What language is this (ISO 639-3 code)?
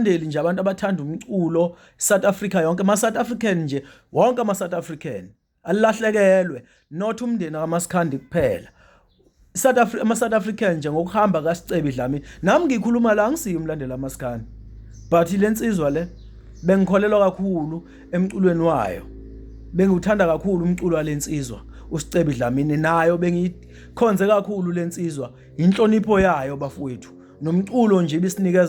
zul